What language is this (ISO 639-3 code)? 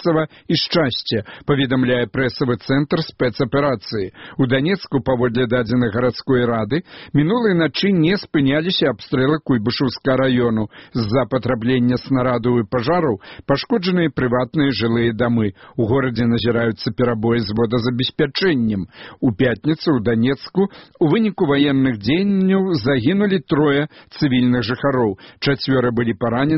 bel